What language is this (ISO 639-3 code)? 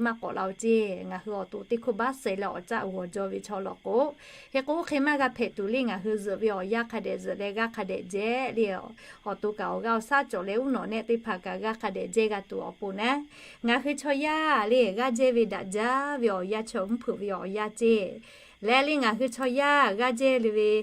lhu